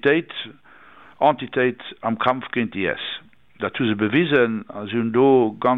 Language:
Luxembourgish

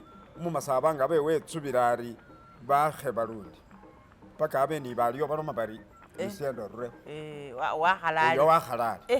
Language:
Masaaba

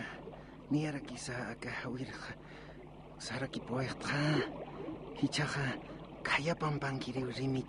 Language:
Aymara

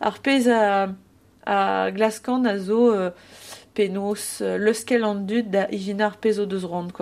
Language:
Breton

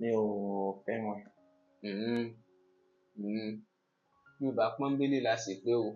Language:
Yoruba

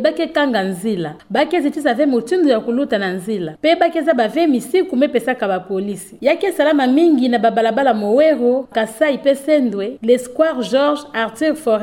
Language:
Kituba (Democratic Republic of Congo)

